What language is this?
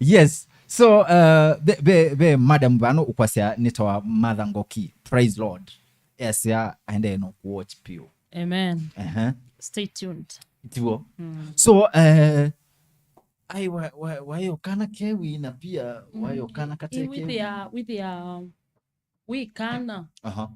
Kamba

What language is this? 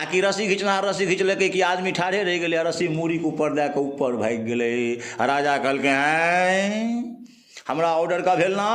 Maithili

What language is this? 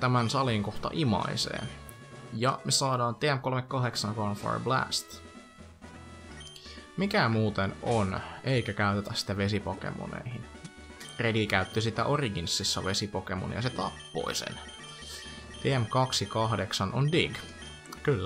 Finnish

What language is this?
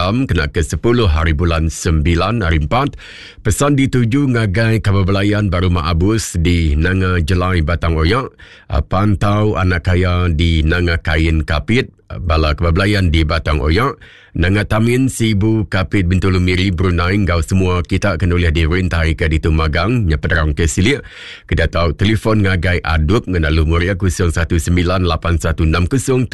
Iban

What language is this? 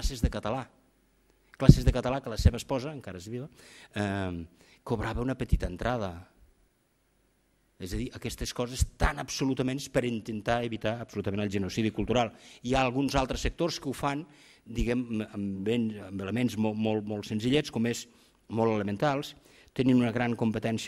Catalan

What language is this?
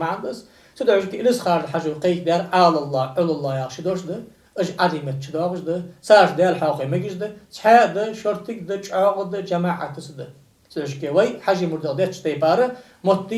Ingush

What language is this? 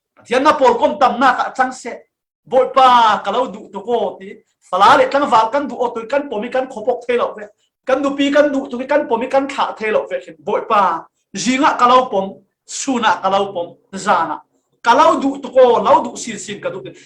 Falam Chin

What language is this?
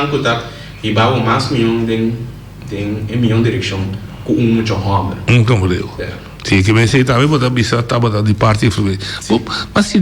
Papiamento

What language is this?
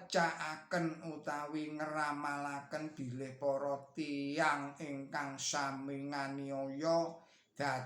Javanese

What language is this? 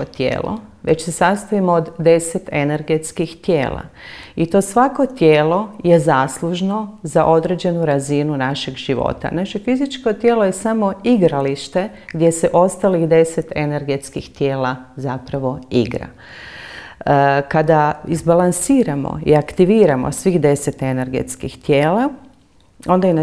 Croatian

